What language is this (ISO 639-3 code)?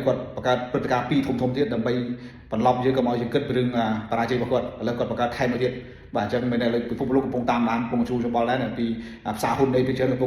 khm